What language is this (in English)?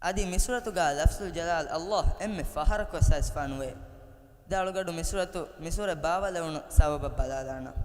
Divehi